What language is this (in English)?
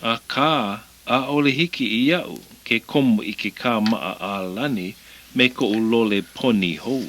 Hawaiian